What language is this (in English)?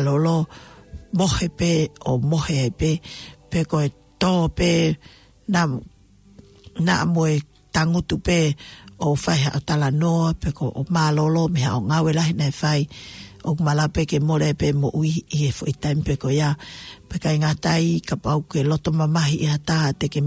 Tongan